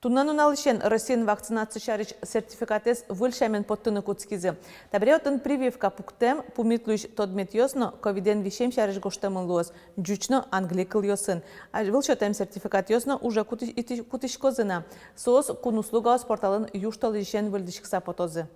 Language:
Udmurt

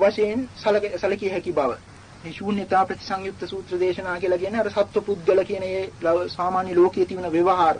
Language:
Sinhala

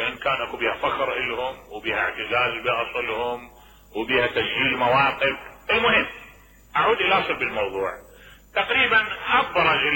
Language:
Mesopotamian Arabic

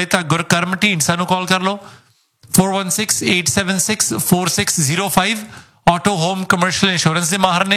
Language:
Punjabi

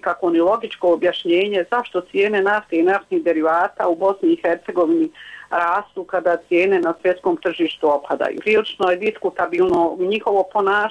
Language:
Bosnian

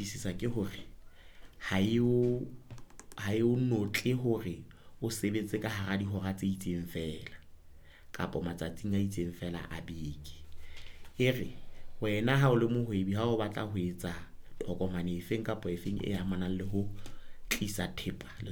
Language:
Southern Sotho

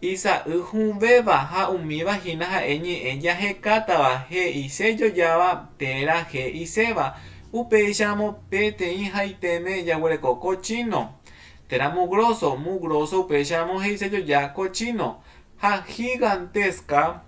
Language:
Guarani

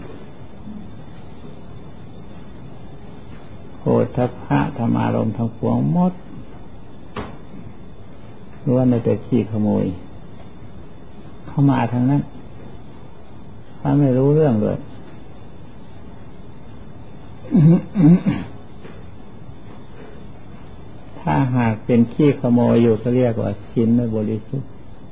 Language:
Thai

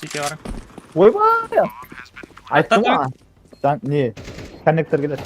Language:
Kara-Kalpak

